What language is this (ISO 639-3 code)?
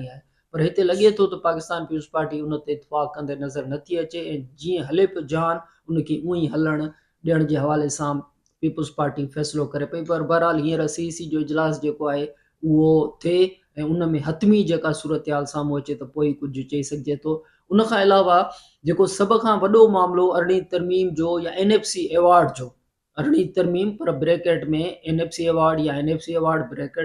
snd